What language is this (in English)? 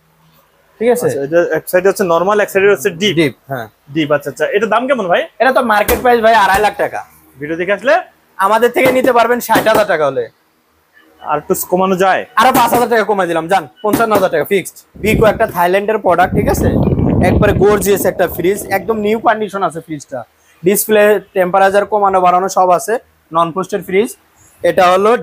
Bangla